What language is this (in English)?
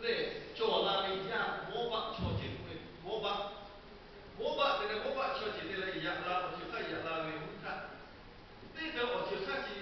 Lahu